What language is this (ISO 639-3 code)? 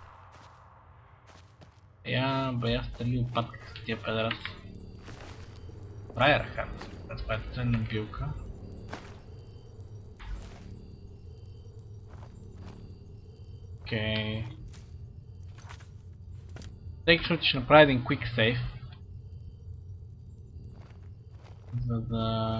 bul